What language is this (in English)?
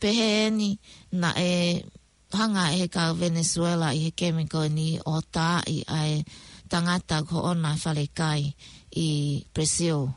Tongan